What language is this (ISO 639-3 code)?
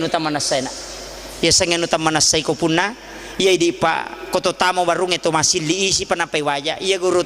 bug